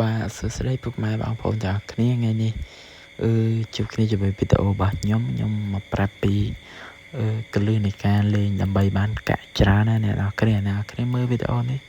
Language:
Khmer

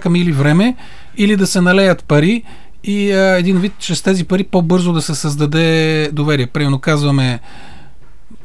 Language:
Bulgarian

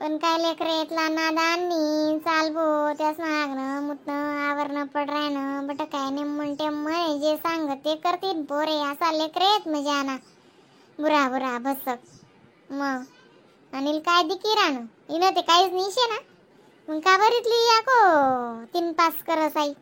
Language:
Khandesi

